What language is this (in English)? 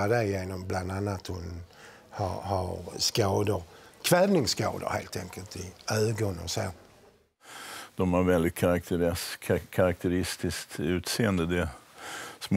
Swedish